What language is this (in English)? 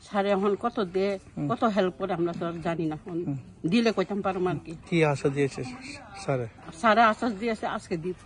Kok Borok